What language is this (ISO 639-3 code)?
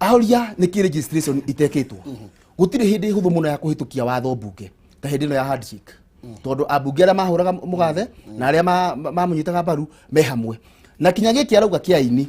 kik